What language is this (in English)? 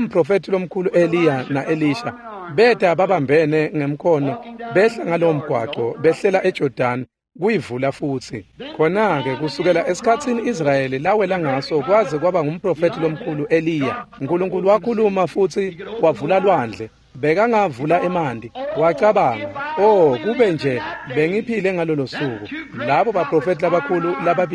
Swati